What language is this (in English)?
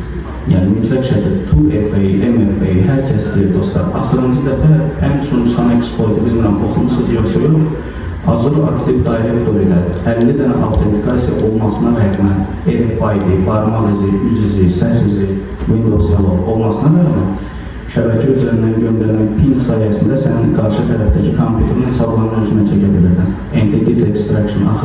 Azerbaijani